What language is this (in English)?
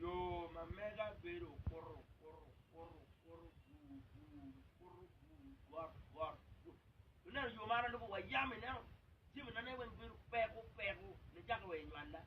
Acoli